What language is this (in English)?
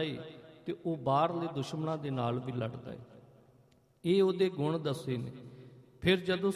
Punjabi